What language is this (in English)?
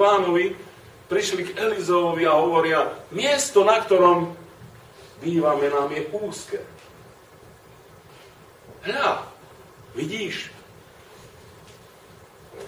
Slovak